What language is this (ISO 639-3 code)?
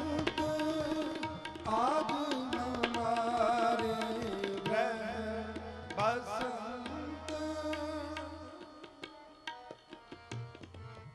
pan